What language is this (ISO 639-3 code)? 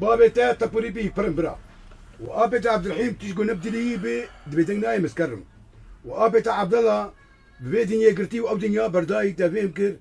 kur